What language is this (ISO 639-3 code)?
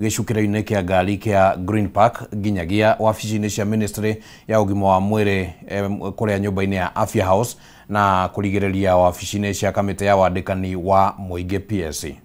kik